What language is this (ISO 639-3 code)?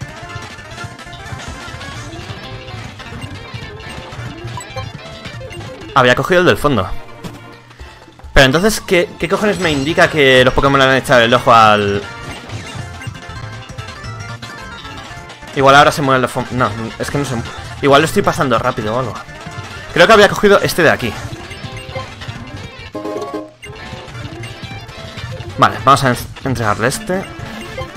spa